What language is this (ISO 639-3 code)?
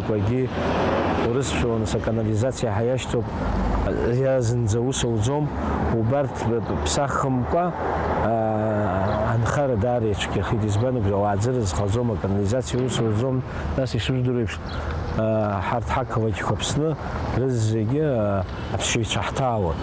abk